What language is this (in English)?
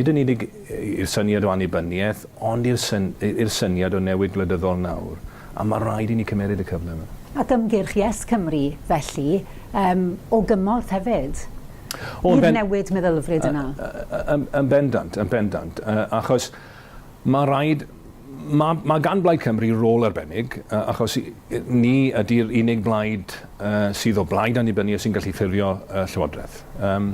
Welsh